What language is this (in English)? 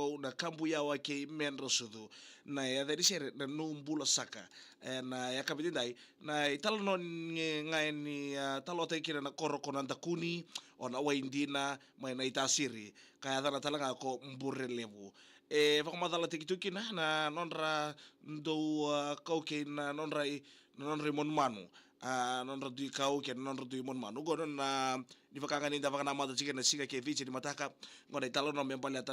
Fijian